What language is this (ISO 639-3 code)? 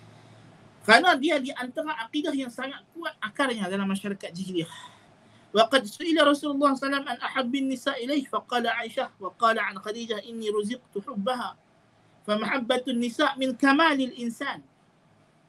msa